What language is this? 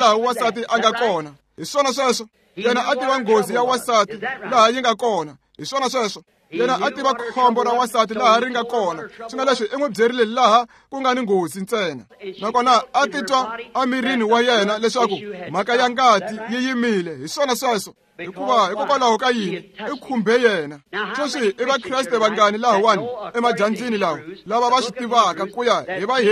Tsonga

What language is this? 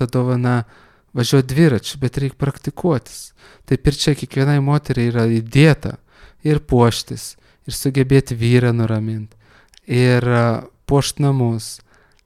Lithuanian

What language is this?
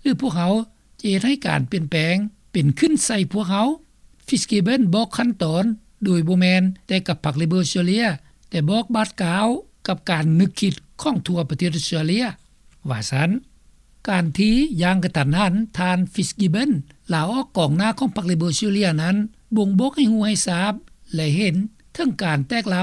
Lao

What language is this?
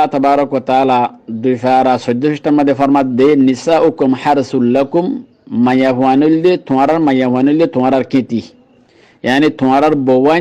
Rohingya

